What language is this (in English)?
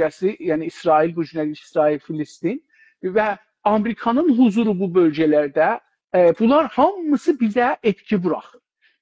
South Azerbaijani